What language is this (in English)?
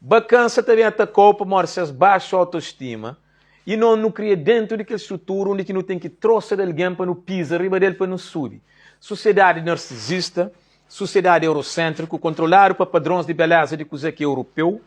Kabuverdianu